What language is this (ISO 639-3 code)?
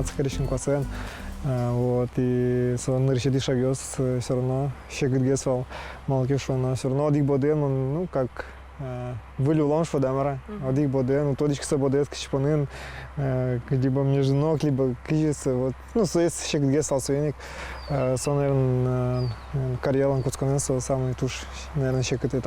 udm